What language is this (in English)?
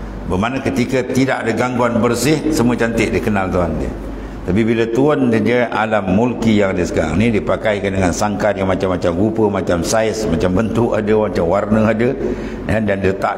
Malay